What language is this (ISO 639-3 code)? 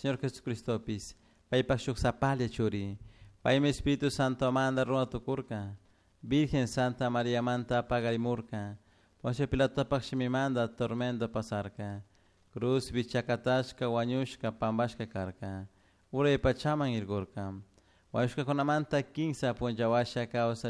qug